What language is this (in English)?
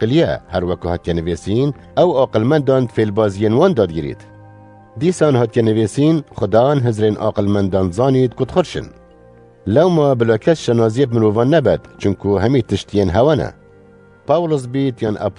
Kurdish